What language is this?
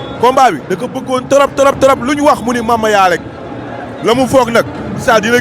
Wolof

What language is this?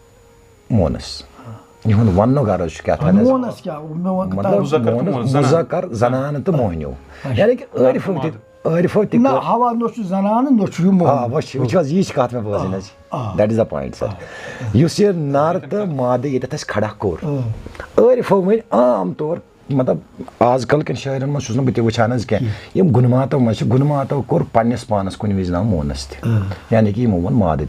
Kashmiri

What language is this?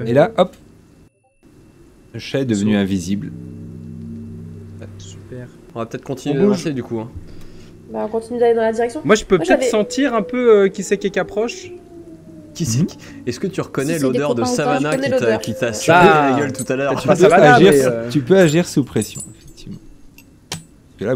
French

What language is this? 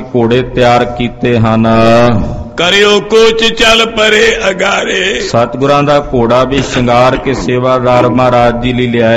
Punjabi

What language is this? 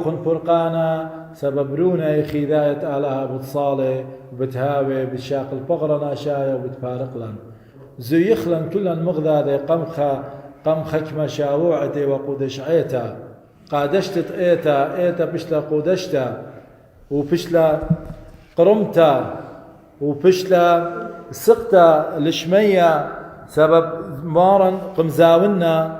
Assyrian Neo-Aramaic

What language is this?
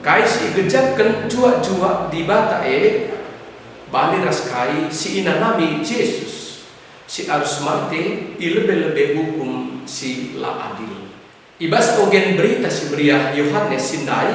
Batak Karo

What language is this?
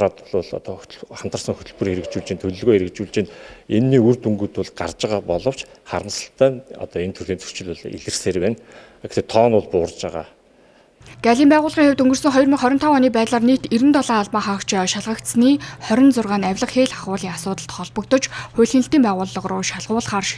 Mongolian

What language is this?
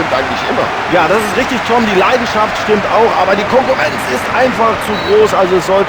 Bavarian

